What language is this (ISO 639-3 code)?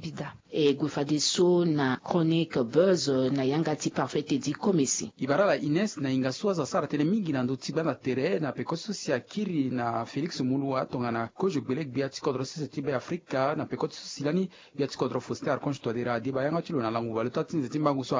sag